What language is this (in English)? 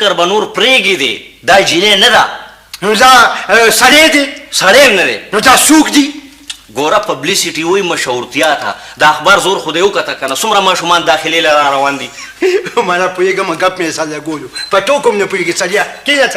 Pashto